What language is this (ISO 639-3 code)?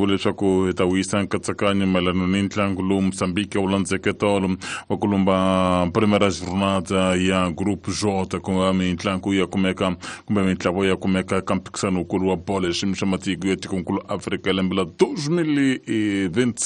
tso